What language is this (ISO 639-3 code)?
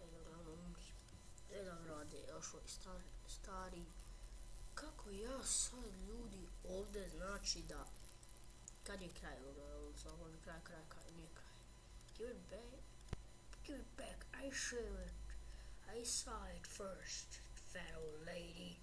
bos